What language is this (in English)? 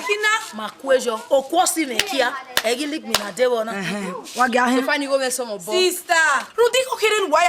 Bini